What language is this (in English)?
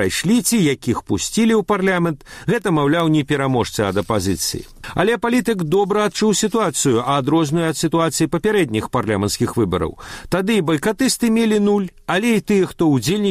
Belarusian